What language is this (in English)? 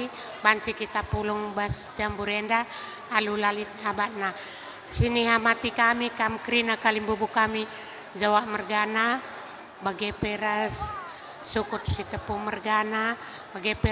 Batak Karo